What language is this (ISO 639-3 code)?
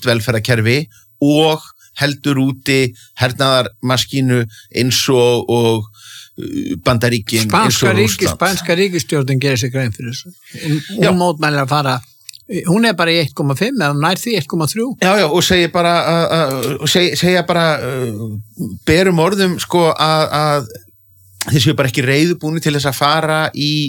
isl